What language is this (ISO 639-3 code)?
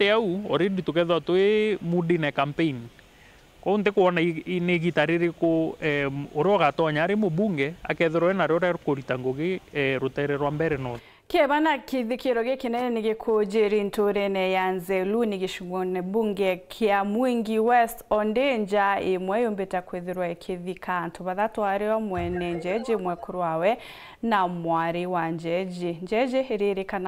mer